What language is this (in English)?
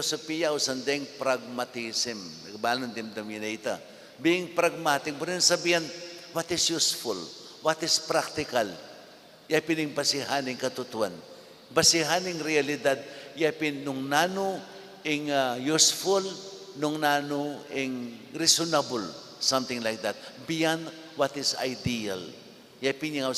Pampanga